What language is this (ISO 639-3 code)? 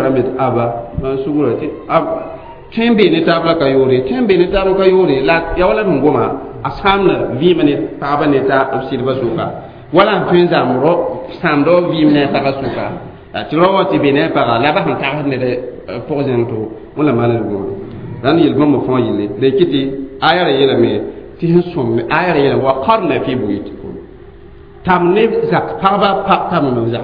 mos